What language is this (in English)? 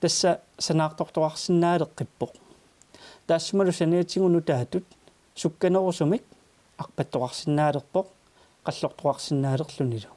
Kalaallisut